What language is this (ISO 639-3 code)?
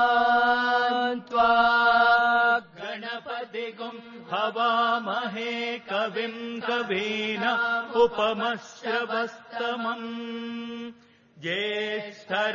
san